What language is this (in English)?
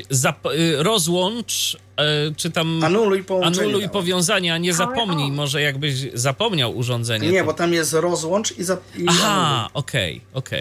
Polish